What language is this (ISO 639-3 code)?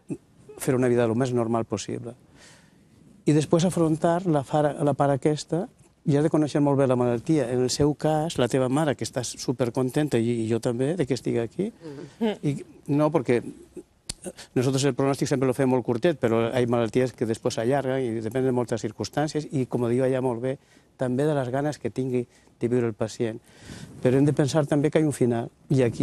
cat